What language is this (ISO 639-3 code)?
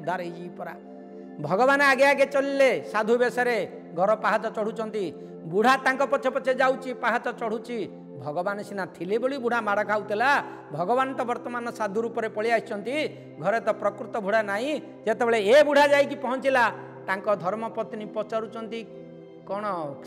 ori